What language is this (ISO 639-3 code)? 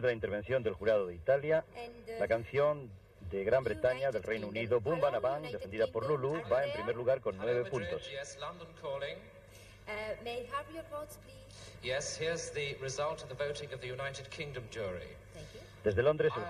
spa